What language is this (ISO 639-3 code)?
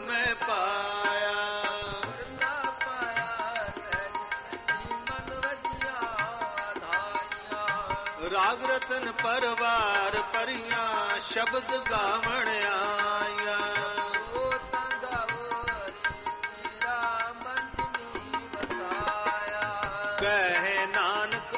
pan